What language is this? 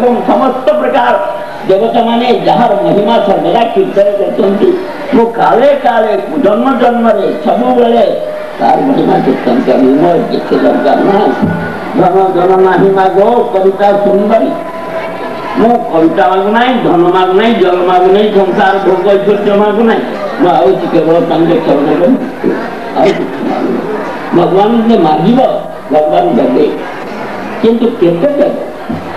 Odia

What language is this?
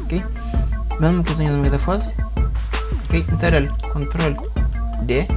Kabuverdianu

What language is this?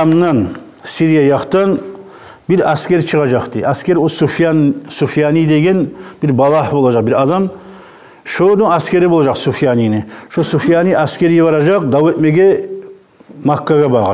Kumyk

